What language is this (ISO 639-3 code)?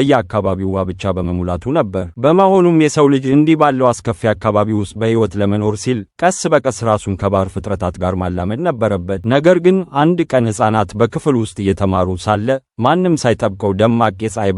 amh